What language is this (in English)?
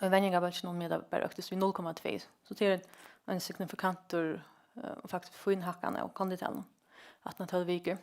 Faroese